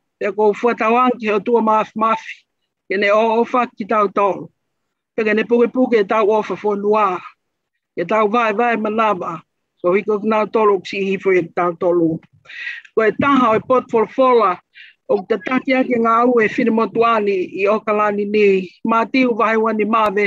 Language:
Tongan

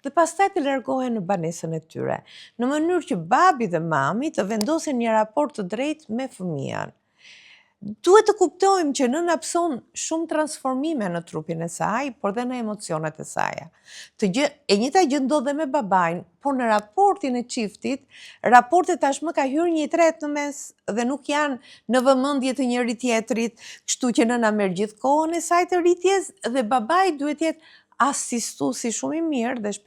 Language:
Albanian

